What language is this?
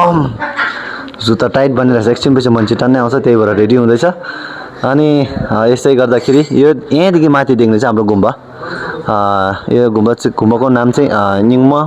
Nepali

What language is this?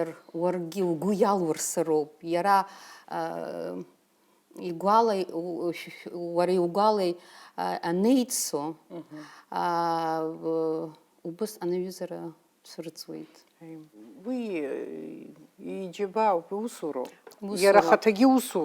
Abkhazian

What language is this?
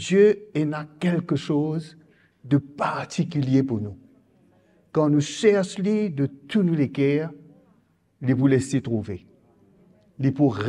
Morisyen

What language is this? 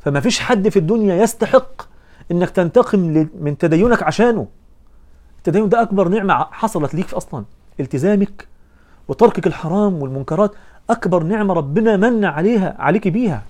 Egyptian Arabic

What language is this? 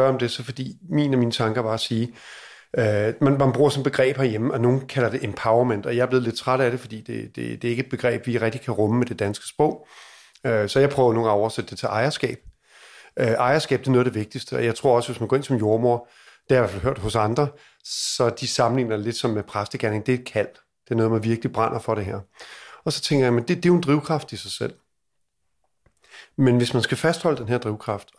Danish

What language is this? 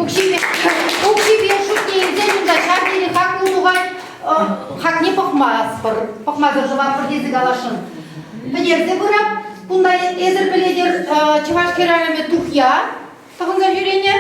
Chuvash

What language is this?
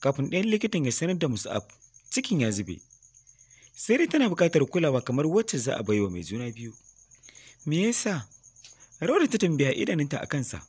Hausa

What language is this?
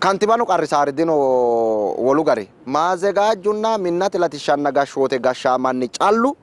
Sidamo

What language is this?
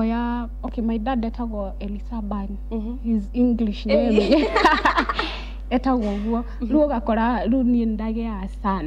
Kikuyu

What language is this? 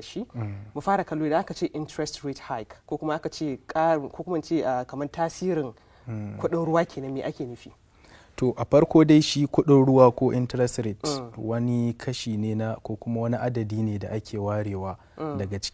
Hausa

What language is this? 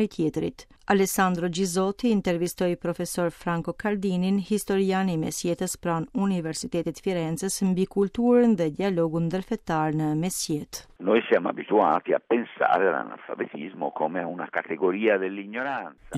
Albanian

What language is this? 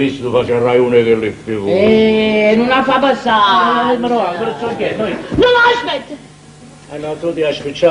Neapolitan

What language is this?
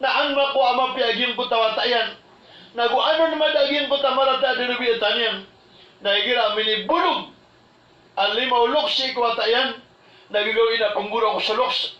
Maranao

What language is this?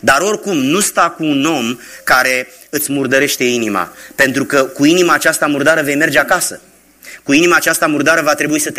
Romanian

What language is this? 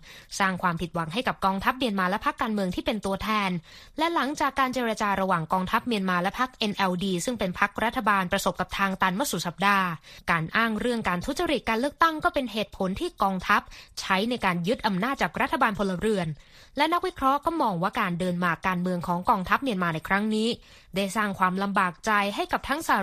Thai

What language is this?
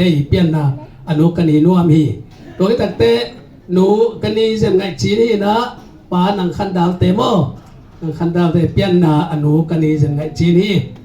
Tedim Chin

